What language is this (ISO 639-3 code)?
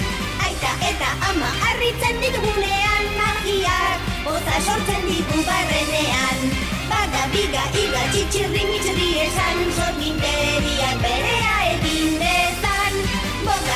eus